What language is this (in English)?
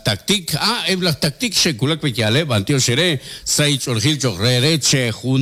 Kekchí